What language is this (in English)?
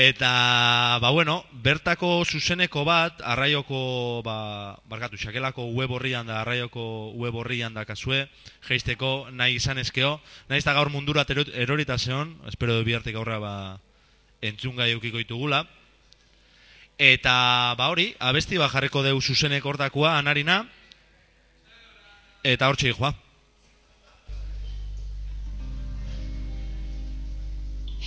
Basque